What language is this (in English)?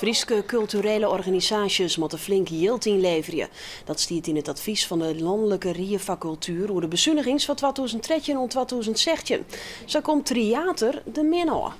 Western Frisian